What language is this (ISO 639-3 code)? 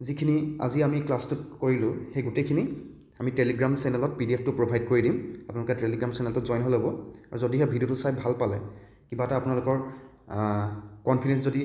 asm